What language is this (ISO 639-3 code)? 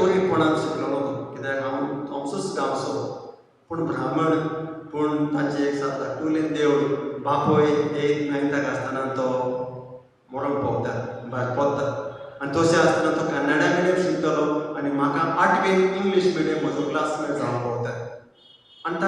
kok